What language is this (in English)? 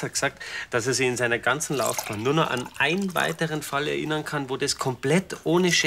Bavarian